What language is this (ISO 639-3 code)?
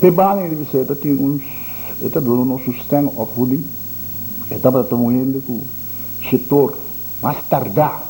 pap